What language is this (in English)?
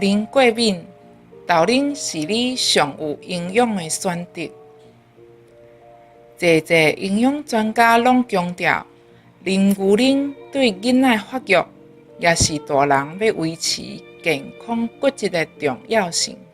Min Nan Chinese